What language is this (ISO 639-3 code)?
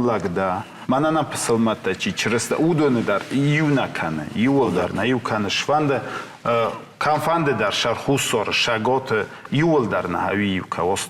oss